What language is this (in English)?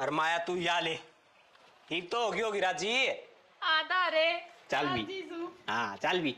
Haryanvi